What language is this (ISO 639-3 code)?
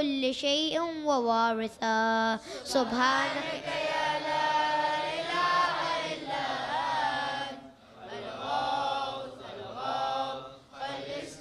ara